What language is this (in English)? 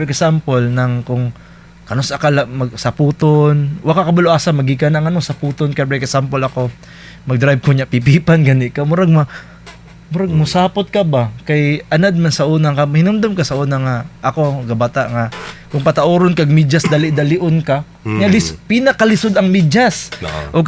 Cebuano